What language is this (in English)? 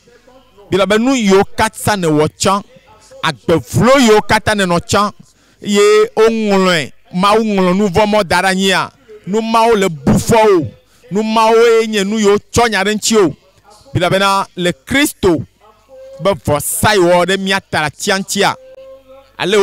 Ewe